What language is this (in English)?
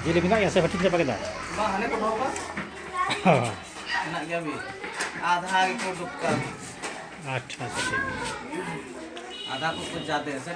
Santali